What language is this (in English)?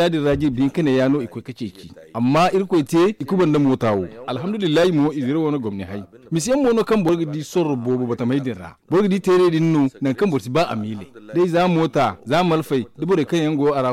Zarma